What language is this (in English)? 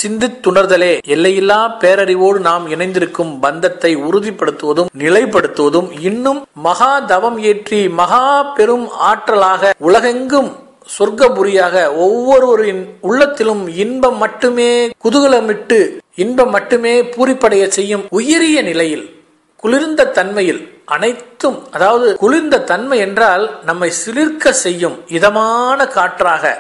Tamil